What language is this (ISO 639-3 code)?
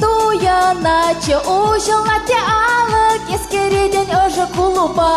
chv